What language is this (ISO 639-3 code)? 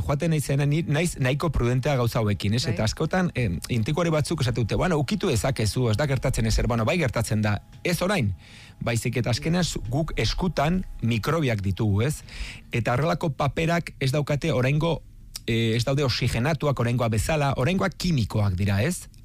eus